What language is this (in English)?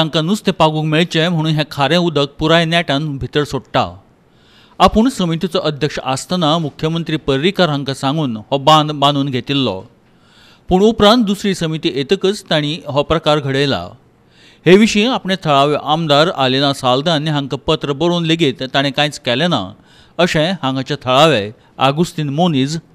Konkani